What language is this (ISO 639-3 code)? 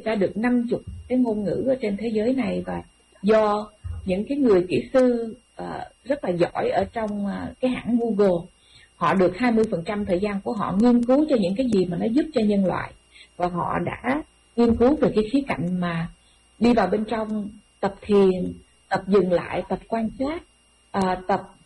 vie